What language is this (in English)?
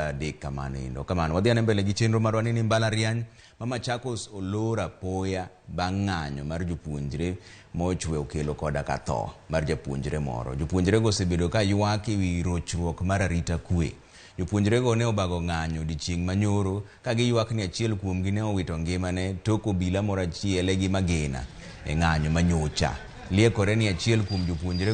Luo (Kenya and Tanzania)